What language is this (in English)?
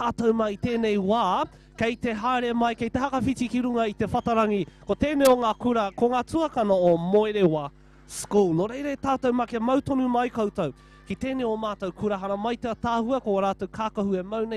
Māori